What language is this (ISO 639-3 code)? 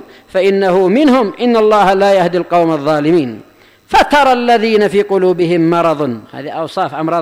ara